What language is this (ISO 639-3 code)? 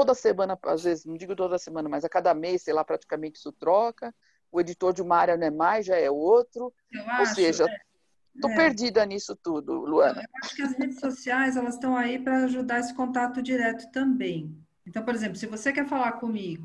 por